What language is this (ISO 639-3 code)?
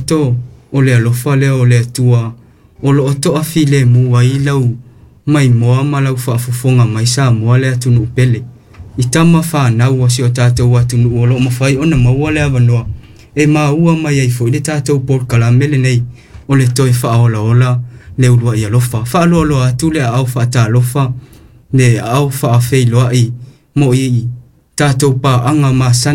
smo